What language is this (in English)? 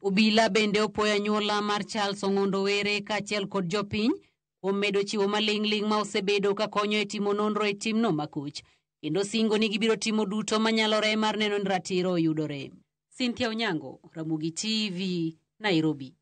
Luo (Kenya and Tanzania)